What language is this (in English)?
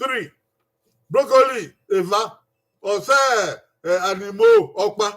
Bini